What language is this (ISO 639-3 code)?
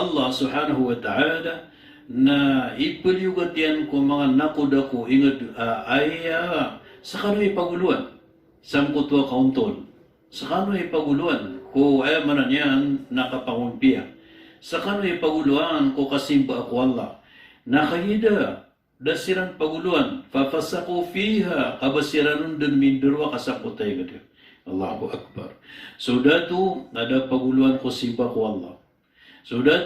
mrw